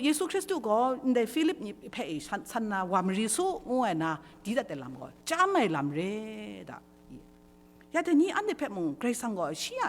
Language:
Kachin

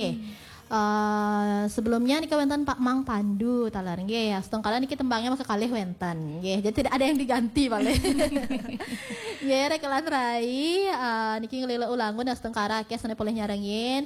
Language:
Balinese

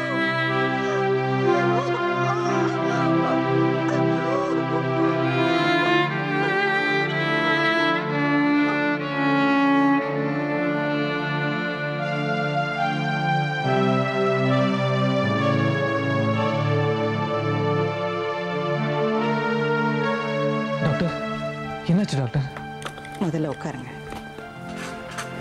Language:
Tamil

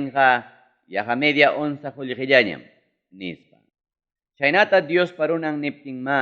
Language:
Ayacucho Quechua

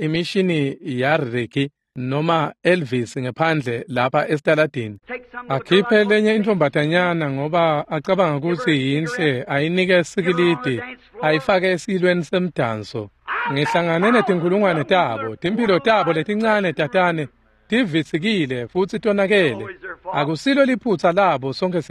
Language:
Swati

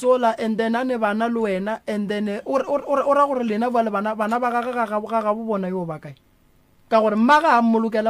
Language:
Northern Sotho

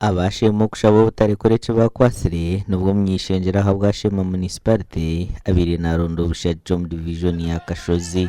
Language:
Nyankole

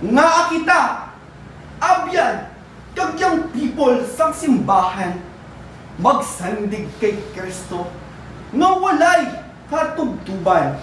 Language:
Hiligaynon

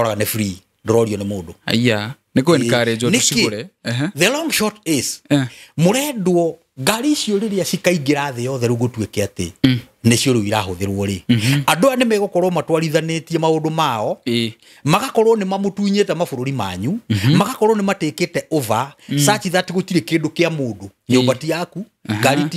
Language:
Kikuyu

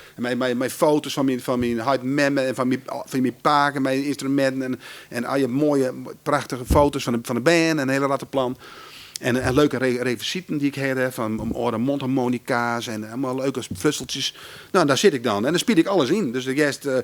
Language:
Western Frisian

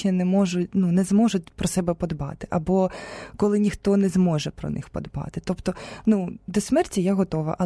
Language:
Ukrainian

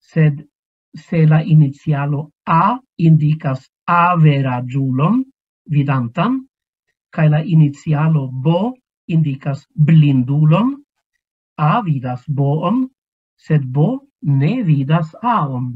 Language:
Esperanto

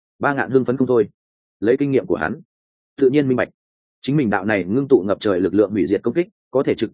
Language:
Vietnamese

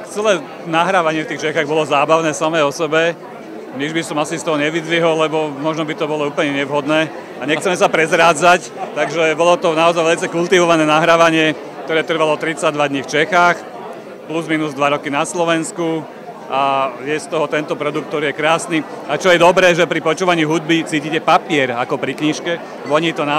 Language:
Slovak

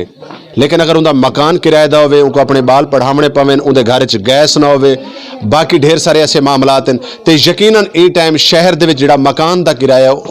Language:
Western Panjabi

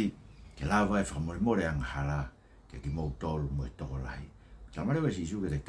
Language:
Tongan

